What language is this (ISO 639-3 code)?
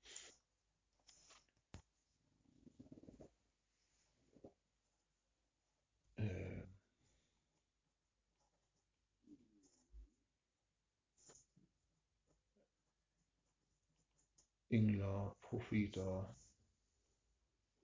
dan